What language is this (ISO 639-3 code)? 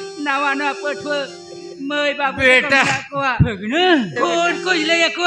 sat